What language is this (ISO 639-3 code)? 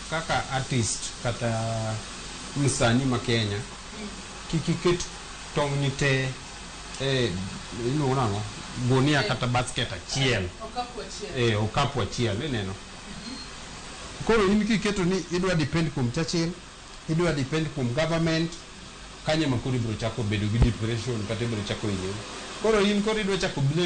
luo